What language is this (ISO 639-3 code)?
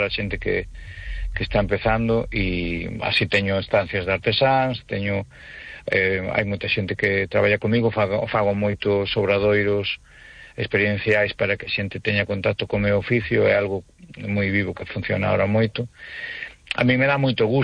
glg